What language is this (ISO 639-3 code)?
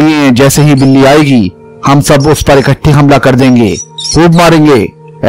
urd